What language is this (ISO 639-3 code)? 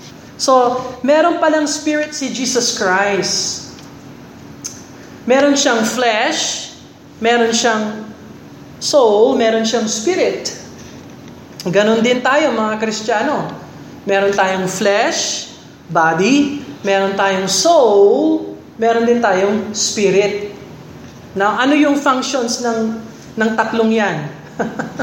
fil